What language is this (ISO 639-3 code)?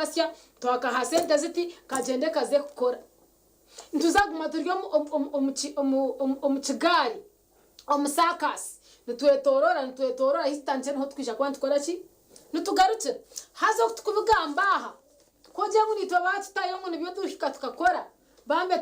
nyn